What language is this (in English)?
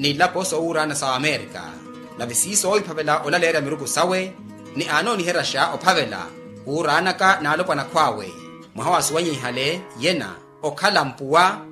Makhuwa